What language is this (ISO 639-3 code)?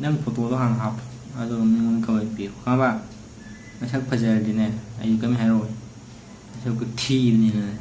mni